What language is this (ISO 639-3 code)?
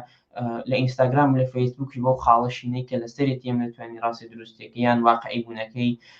ckb